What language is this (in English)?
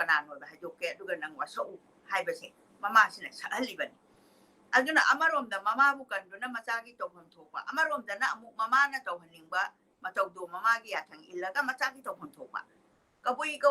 Manipuri